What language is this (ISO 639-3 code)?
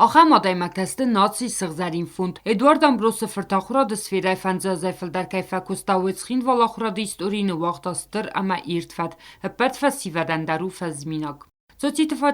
oss